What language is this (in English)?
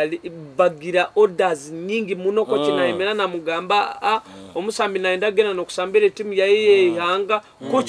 Nyoro